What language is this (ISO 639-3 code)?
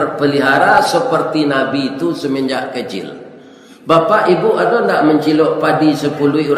min